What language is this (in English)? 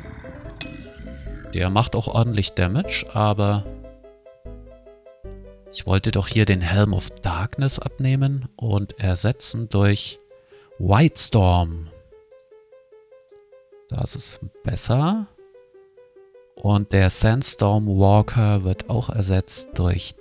German